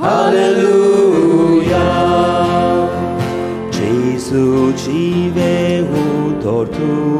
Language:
Konkani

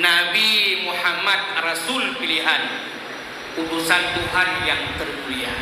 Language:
Achinese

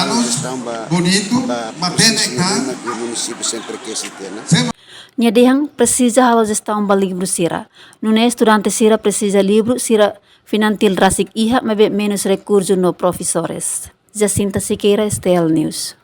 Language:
Tetum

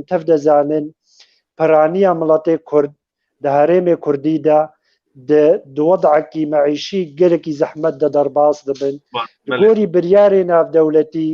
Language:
Kurdish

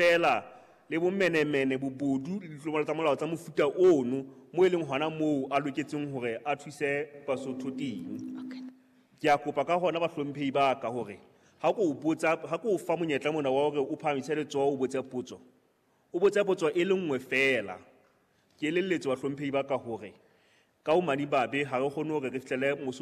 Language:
Southern Sotho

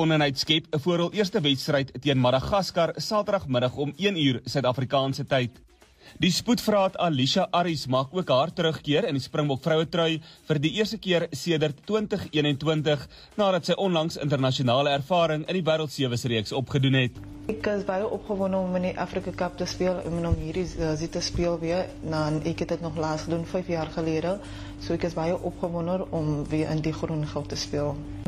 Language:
Afrikaans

